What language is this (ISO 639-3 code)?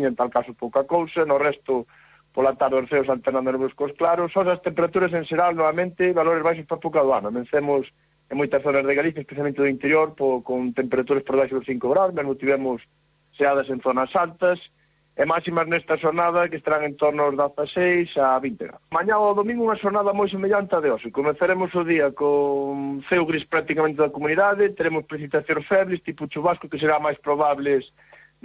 glg